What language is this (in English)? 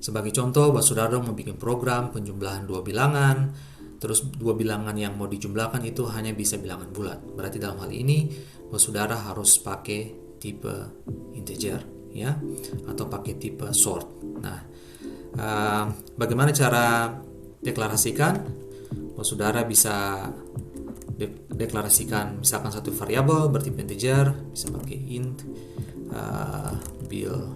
Ambonese Malay